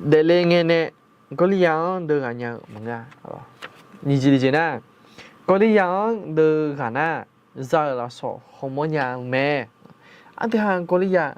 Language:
Akha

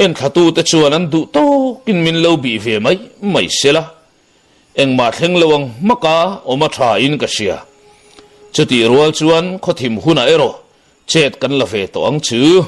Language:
Mizo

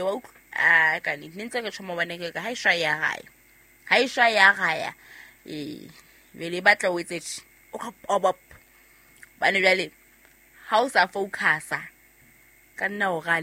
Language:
Southern Sotho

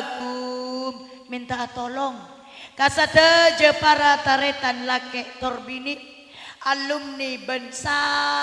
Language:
Madurese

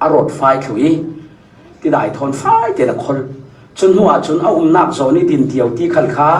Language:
Falam Chin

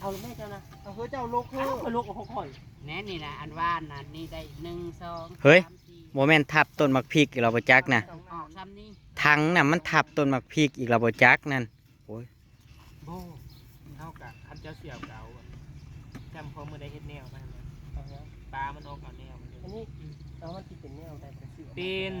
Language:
Northeastern Thai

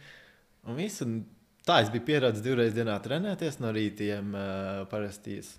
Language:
Latvian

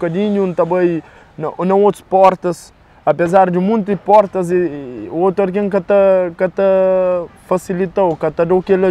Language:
Kabuverdianu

